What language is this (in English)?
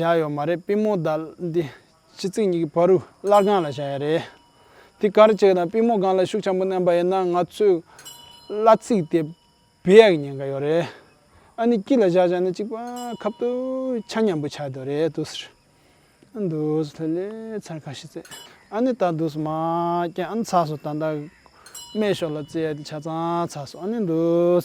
Tibetan